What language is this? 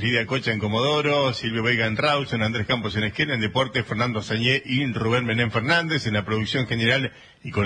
Spanish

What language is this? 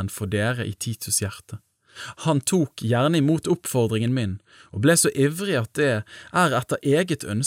Norwegian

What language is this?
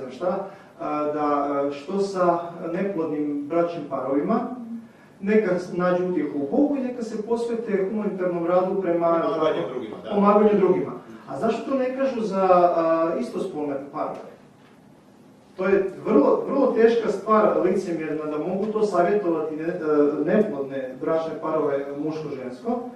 Croatian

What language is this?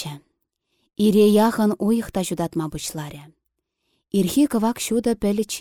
Chuvash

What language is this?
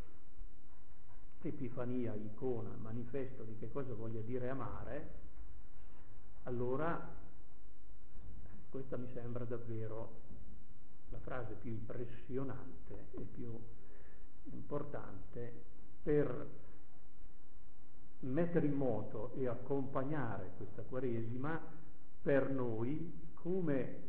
Italian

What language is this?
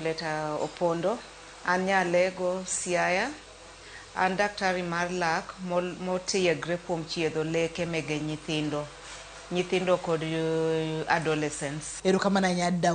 Luo (Kenya and Tanzania)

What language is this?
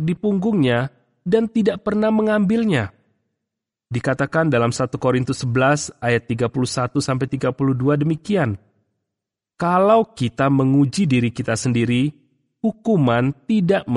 Indonesian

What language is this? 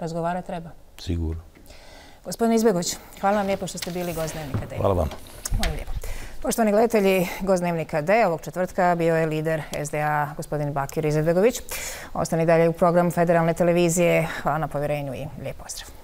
Bosnian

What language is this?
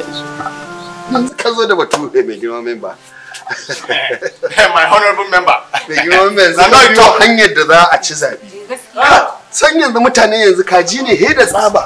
Hausa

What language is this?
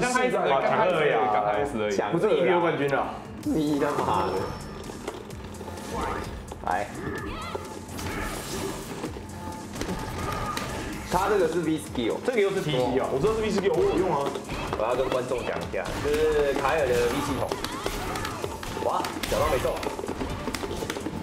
Chinese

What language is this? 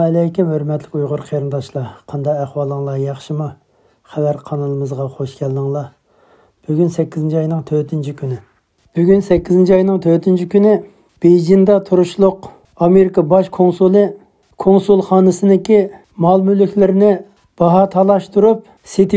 Uyghur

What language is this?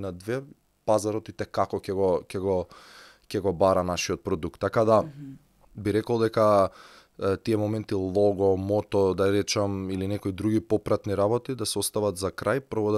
Macedonian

